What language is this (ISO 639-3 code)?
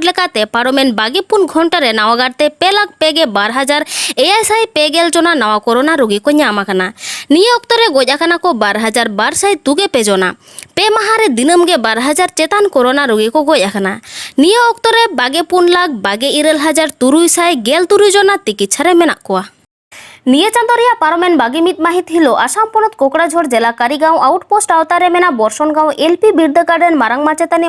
sat